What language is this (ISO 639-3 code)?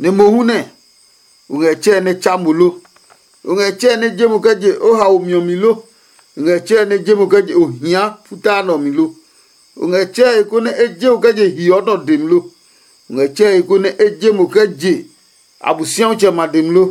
ada